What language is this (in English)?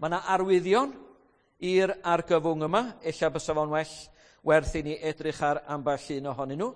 Welsh